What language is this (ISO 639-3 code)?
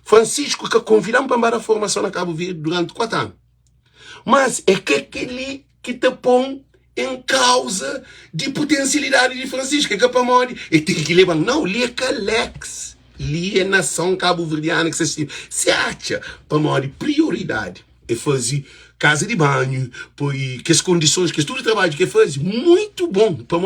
kea